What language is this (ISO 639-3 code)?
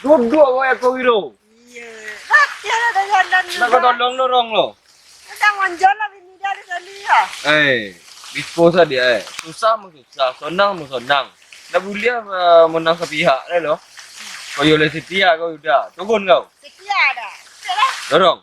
min